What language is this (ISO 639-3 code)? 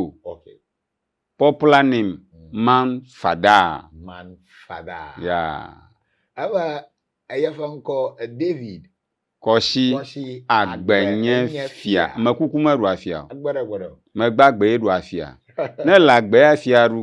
ewe